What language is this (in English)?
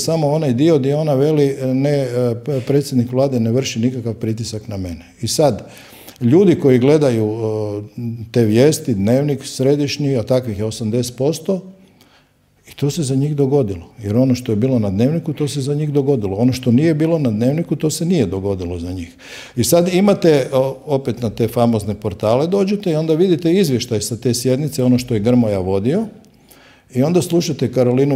Croatian